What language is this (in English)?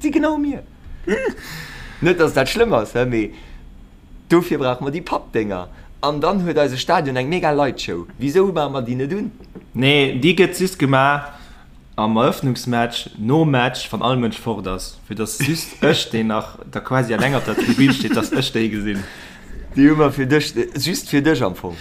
Luxembourgish